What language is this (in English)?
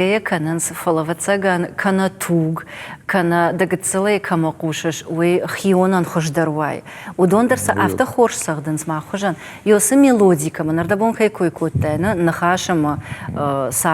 Ossetic